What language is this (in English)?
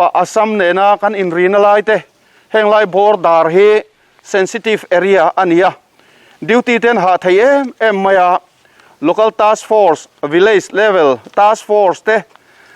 Mizo